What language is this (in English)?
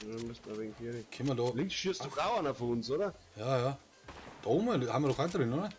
Bavarian